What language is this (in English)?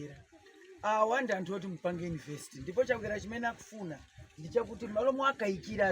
Nyanja